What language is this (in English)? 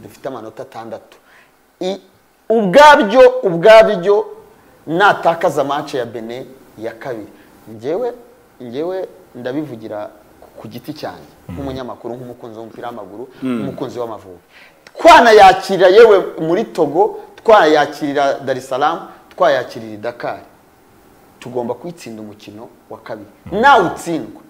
Kinyarwanda